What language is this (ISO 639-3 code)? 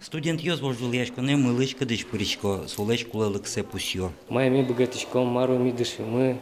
udm